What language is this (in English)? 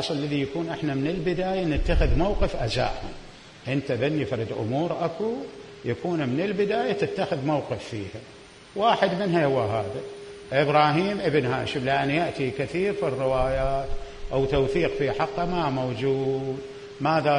Mesopotamian Arabic